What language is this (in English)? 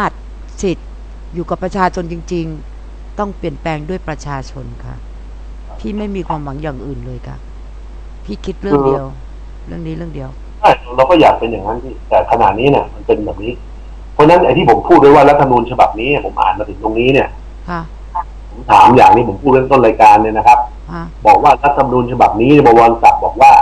Thai